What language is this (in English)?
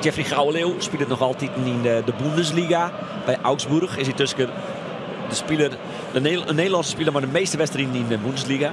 Western Frisian